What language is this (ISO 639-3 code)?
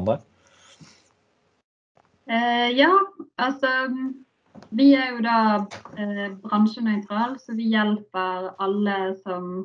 nor